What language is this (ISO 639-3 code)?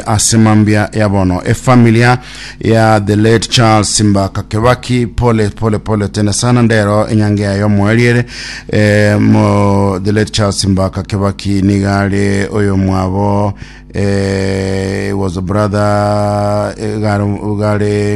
guz